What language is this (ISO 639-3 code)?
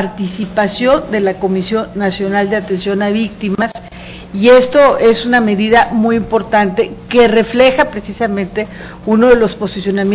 spa